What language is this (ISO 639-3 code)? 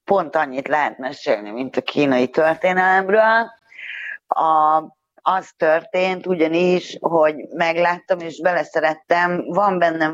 hun